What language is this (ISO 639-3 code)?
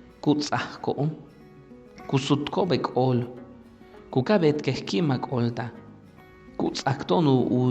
yua